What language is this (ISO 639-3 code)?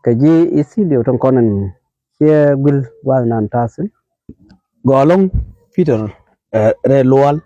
nus